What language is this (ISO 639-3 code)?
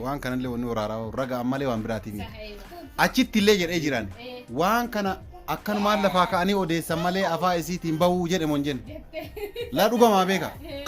orm